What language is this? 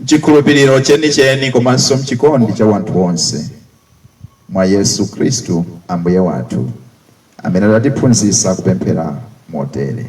Nyanja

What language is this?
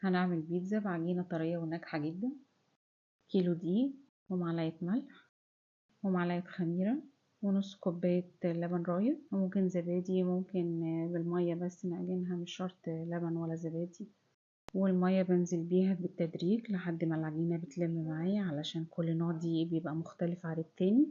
Egyptian Arabic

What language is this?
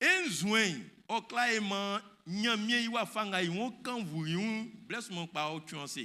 Baoulé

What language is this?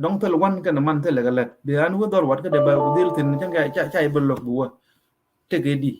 Nuer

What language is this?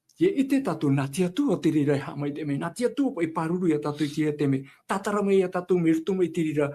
Tahitian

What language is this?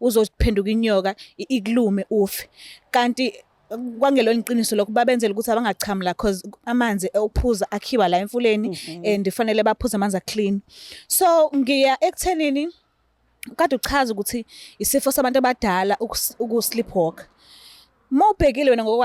Zulu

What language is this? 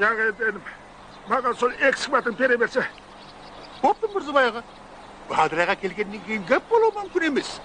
Kara-Kalpak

